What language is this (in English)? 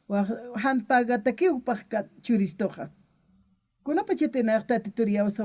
Aymara